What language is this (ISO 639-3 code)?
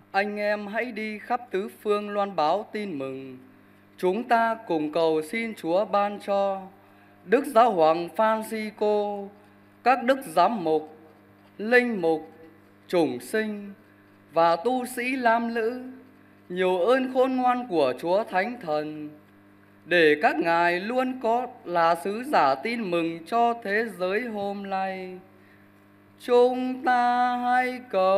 vie